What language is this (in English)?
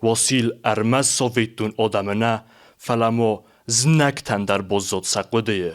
Ossetic